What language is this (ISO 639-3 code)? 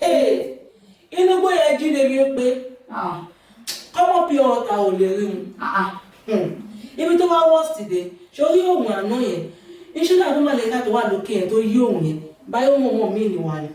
yor